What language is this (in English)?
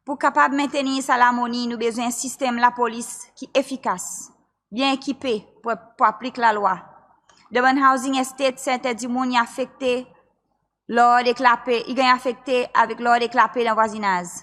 Seselwa Creole French